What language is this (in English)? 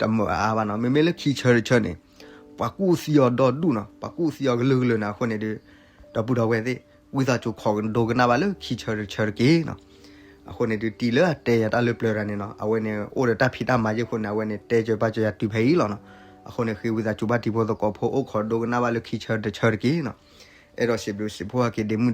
S'gaw Karen